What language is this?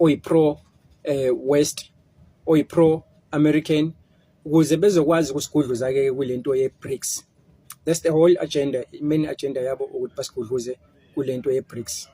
Zulu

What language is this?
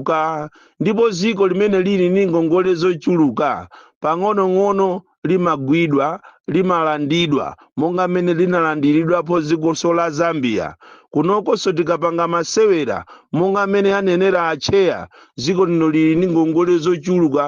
Nyanja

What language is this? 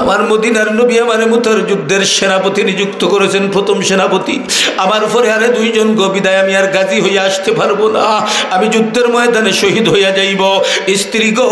Sylheti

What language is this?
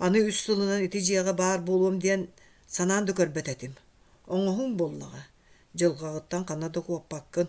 Yakut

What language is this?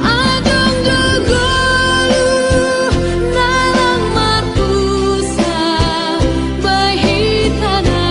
Batak Simalungun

